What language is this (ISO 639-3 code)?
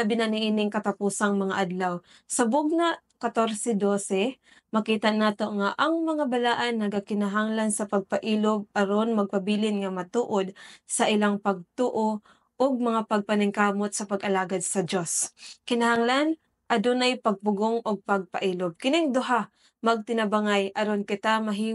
ceb